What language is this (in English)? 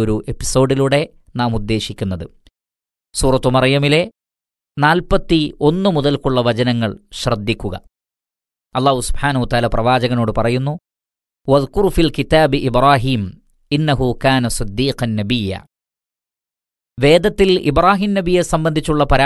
Malayalam